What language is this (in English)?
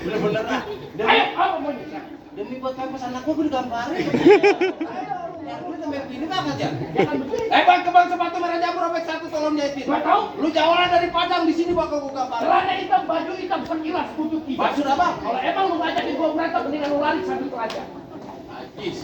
Betawi